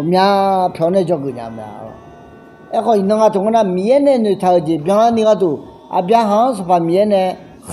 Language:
Akha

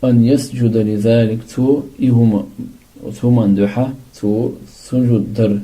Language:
Chechen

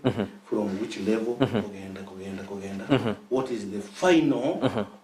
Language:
Gusii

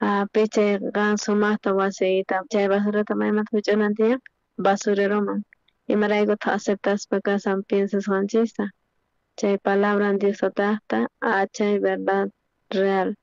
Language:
South Bolivian Quechua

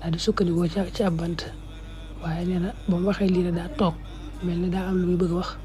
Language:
Wolof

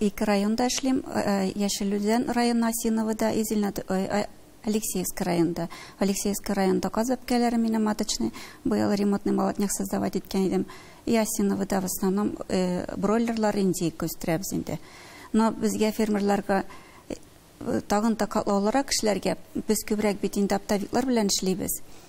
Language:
Tatar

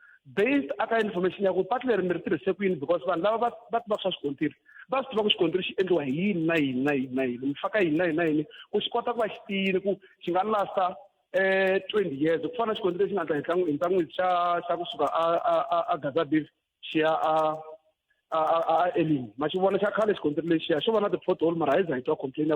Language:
Tsonga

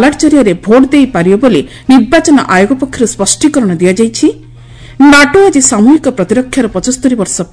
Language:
Odia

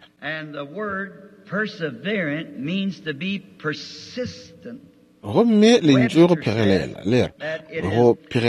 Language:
Northern Sotho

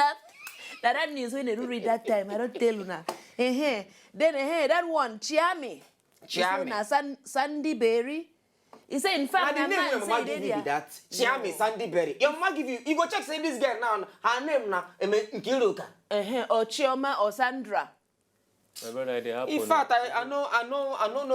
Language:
Nigerian Pidgin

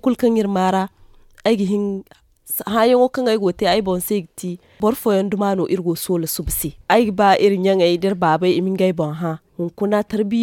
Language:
Zarma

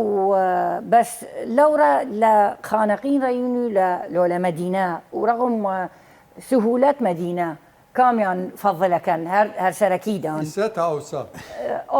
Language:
Southern Kurdish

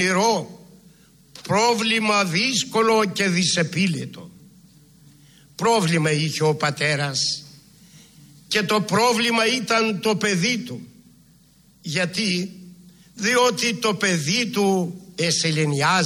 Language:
Greek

